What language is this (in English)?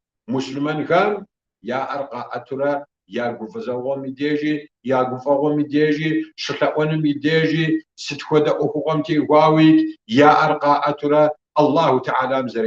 Kabardian